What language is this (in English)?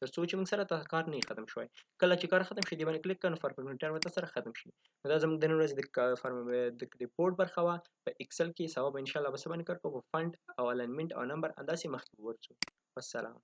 Pashto